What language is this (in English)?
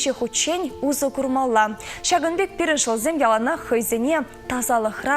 Chuvash